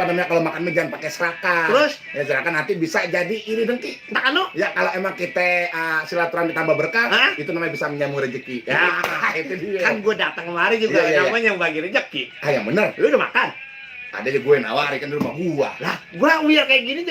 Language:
Betawi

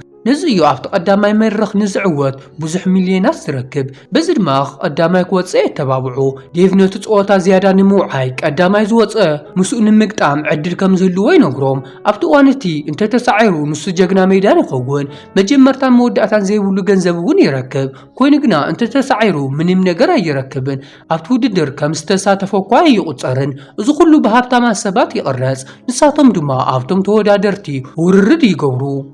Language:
Tigrinya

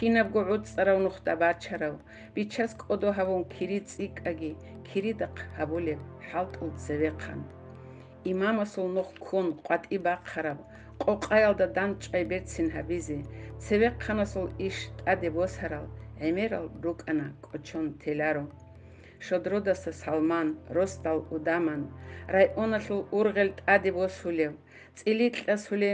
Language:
Avaric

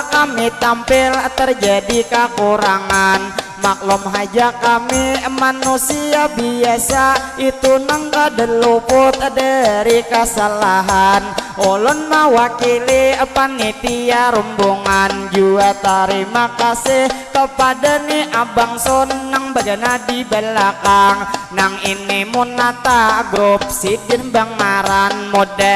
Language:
Banjar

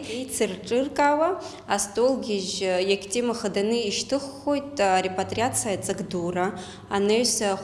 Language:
Abkhazian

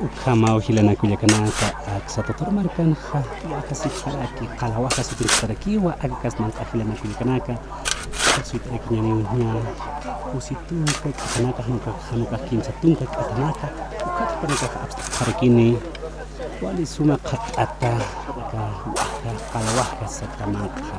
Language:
Aymara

